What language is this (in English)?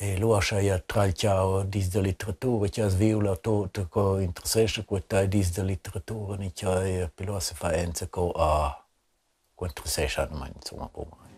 Romansh